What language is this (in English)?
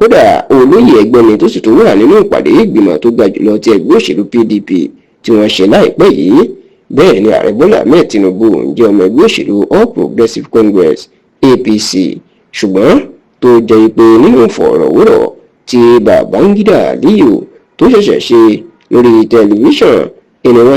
Yoruba